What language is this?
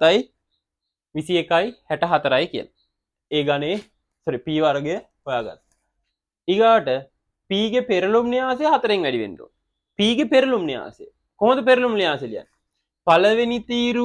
Sinhala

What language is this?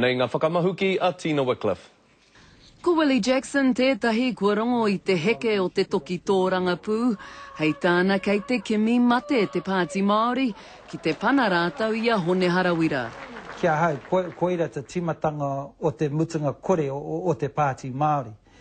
Māori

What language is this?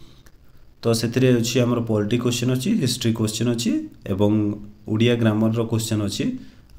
Odia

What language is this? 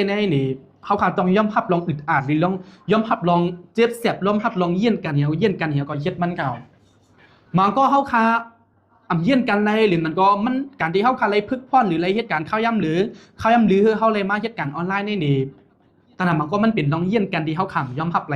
Shan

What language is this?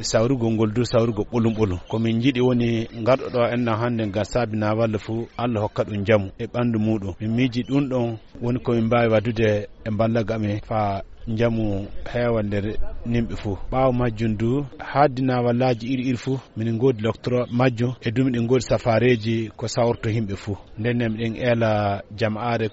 Fula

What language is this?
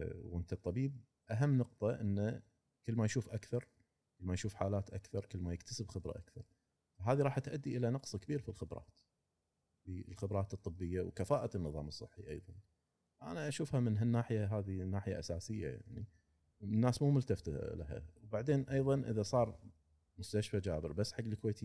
Gulf Arabic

